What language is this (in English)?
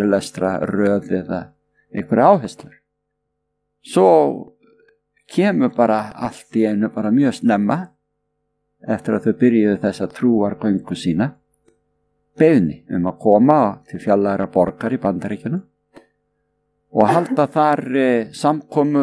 Icelandic